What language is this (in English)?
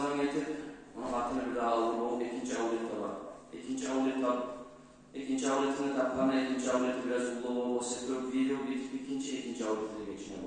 Kumyk